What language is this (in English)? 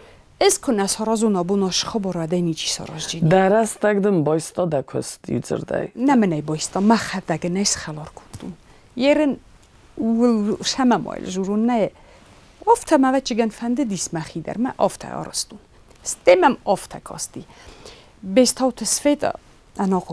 Ossetic